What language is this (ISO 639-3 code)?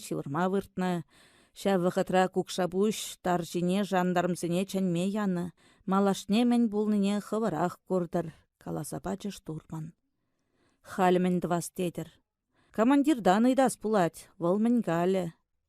chv